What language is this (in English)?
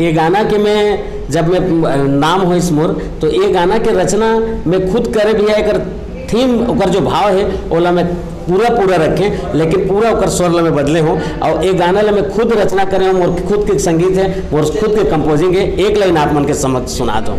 Chhattisgarhi